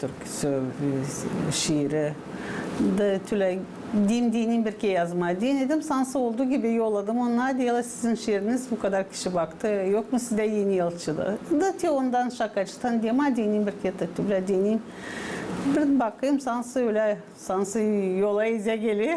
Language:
Gagauz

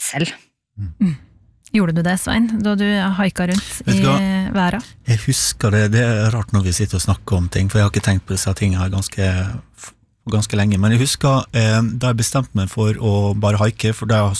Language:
Norwegian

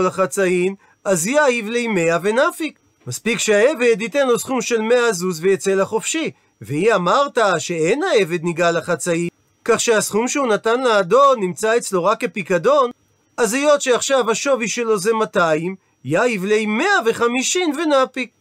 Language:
Hebrew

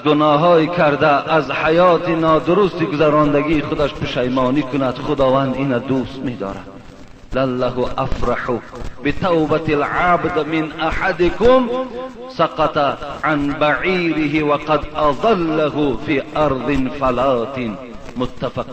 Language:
Persian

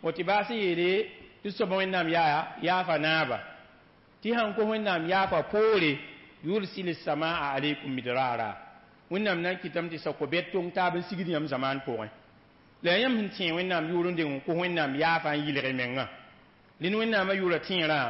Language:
Mossi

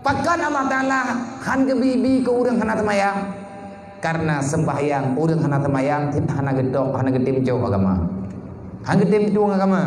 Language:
Achinese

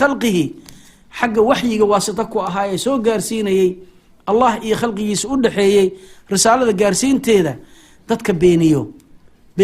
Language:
Somali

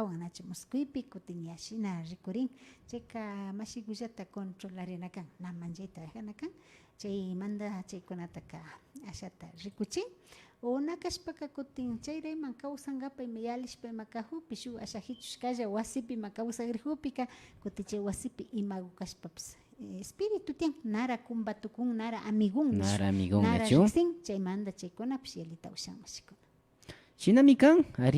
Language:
Imbabura Highland Quichua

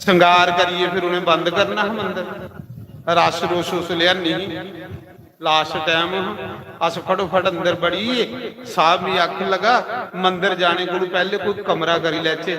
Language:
Dogri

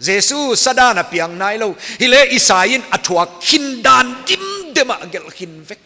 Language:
Paite Chin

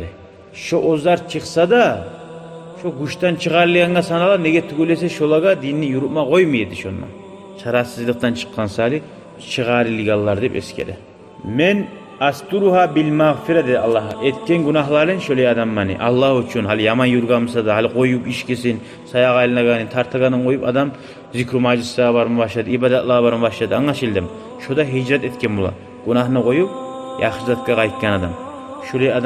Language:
Kumyk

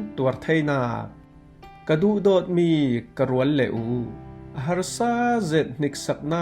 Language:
Falam Chin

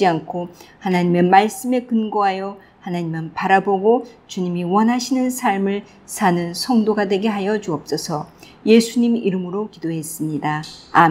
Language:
Korean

